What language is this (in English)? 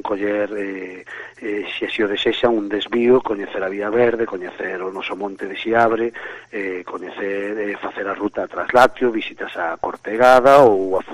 Galician